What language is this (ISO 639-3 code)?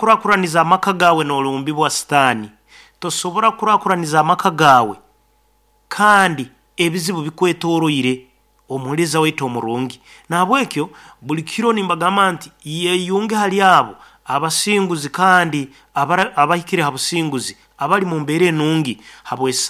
nyn